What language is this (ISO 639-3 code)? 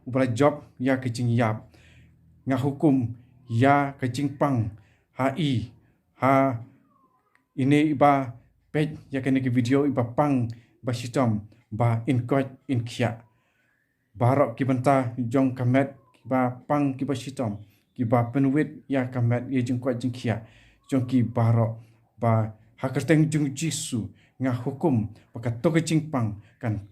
kha